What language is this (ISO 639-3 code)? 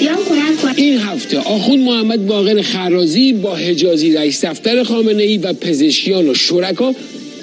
fas